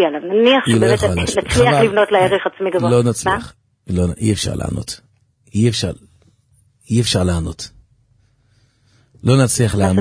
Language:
Hebrew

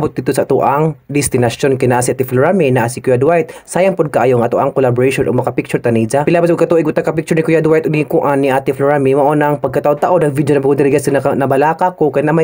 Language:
Cebuano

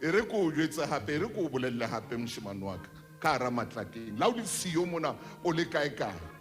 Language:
Southern Sotho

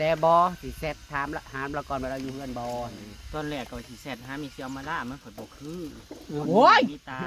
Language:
Northeastern Thai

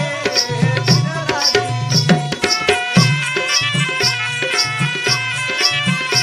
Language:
Marathi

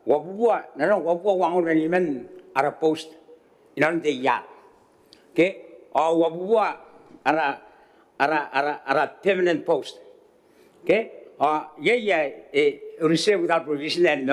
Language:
Gilbertese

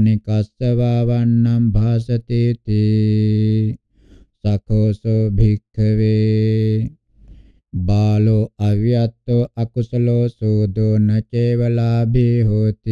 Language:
Pali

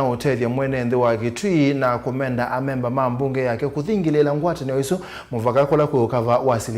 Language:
Kamba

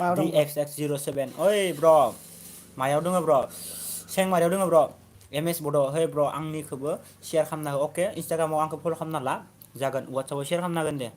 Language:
Bodo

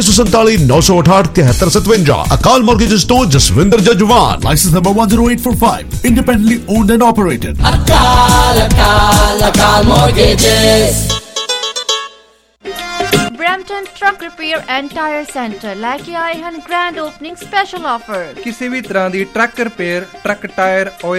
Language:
Punjabi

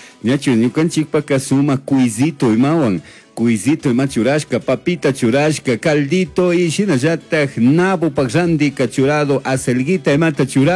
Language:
Chimborazo Highland Quichua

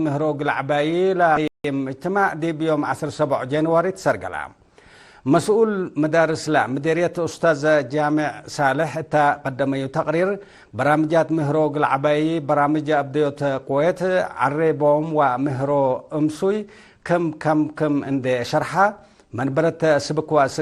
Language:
Tigre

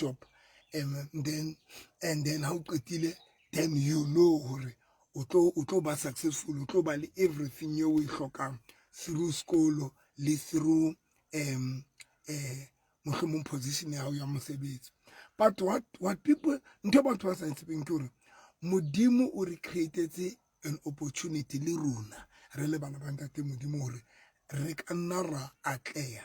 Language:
Southern Sotho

